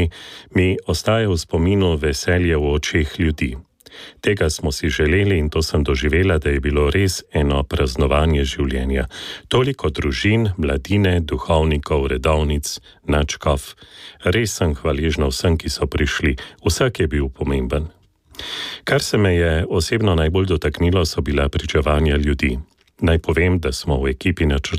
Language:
Slovenian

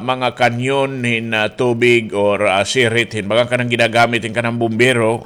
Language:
Waray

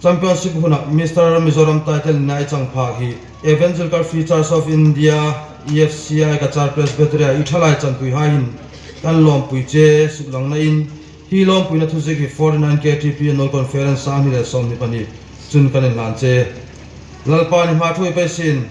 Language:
Hmar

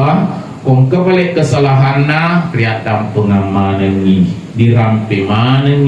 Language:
Buginese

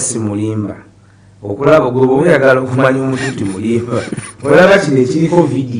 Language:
Ganda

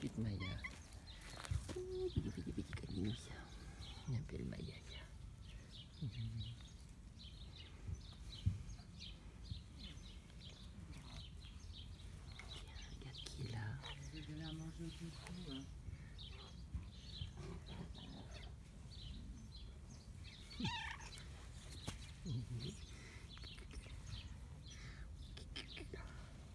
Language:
French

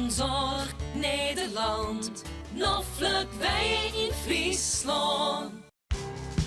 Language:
Western Frisian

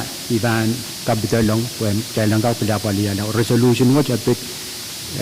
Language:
Pohnpeian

